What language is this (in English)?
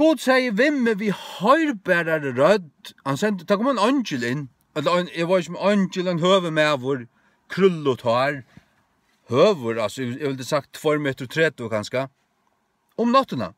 Faroese